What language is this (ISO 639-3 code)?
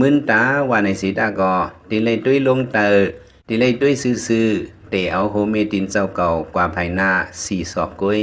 lao